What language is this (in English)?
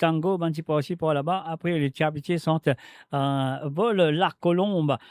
Morisyen